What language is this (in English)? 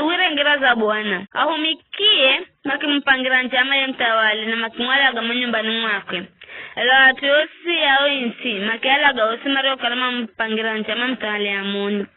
Giryama